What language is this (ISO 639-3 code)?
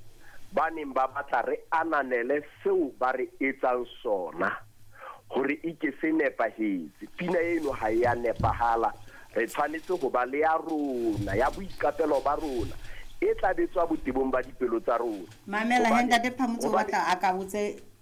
sot